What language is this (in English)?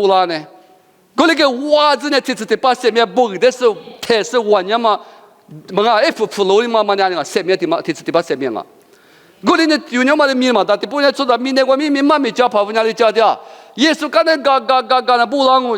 Lisu